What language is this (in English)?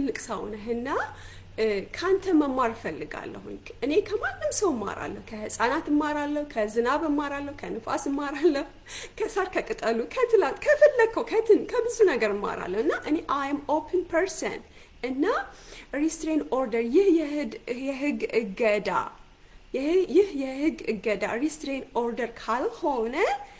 Amharic